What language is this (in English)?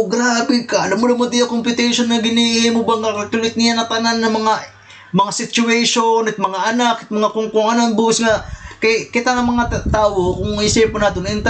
Waray